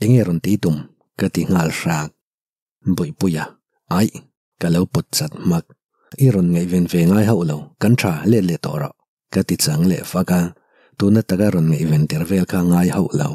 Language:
Mizo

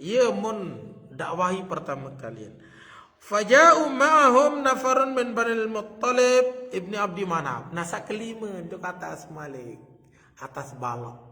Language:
Sasak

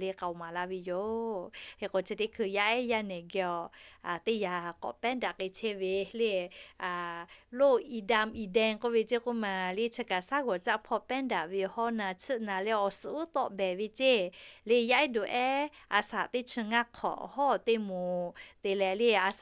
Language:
Lahu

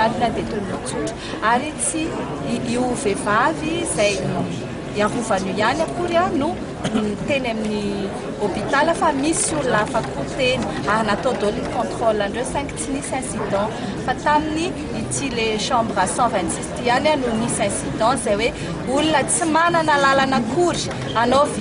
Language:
Malagasy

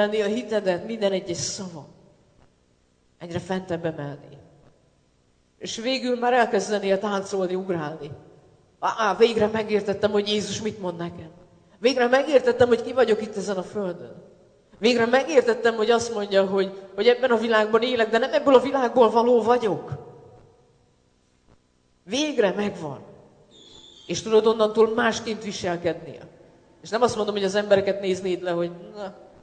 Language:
Hungarian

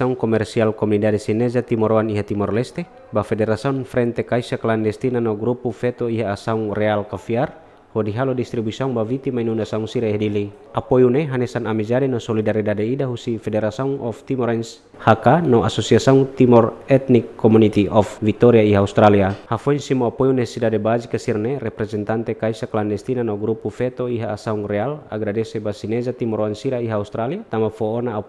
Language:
Tetum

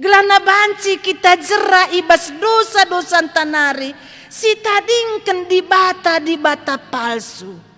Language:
Batak Karo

